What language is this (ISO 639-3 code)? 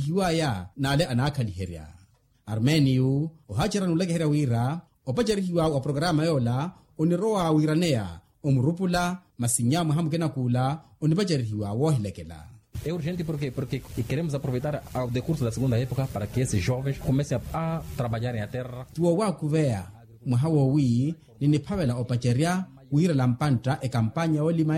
vmw